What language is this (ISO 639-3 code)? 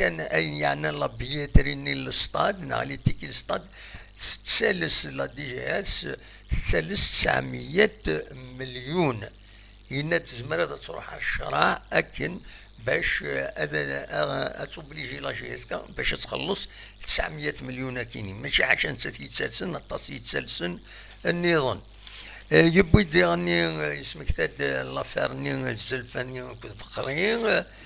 kab